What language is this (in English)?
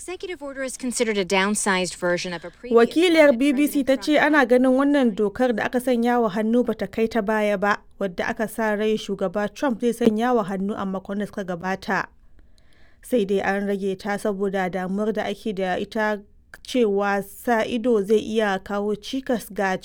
Hausa